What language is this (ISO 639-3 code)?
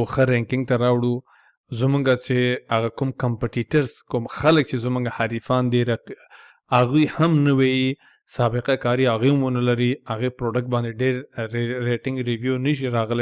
pus